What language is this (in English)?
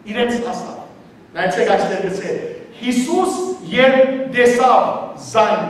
Western Armenian